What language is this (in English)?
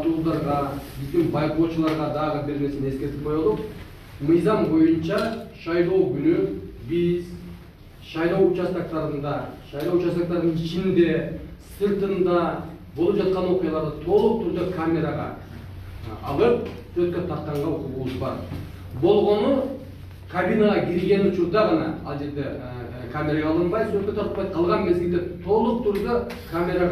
Kyrgyz